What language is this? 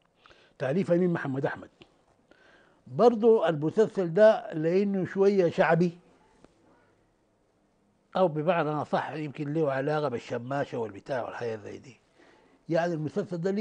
Sudanese Arabic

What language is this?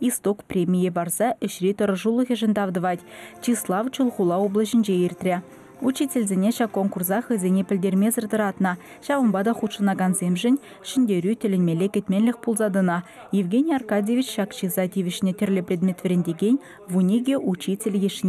Chuvash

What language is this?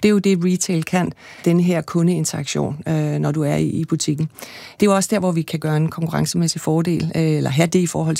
Danish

